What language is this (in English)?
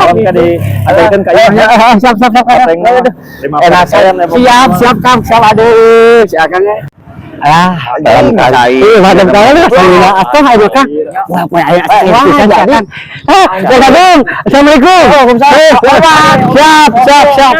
Sundanese